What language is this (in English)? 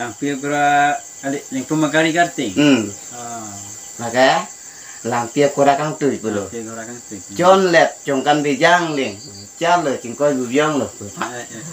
Karbi